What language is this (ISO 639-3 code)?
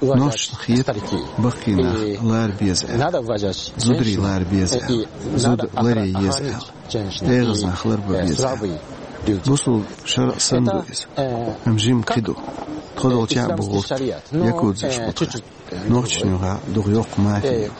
che